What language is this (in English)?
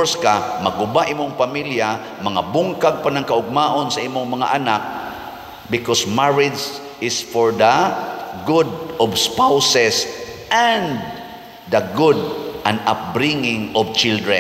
Cebuano